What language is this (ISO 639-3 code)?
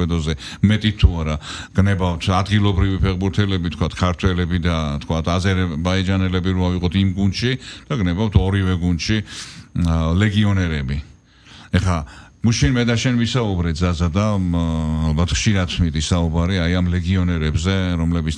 kat